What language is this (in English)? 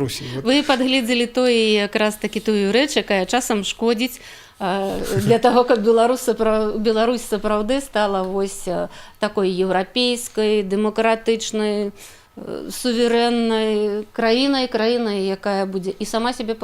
Belarusian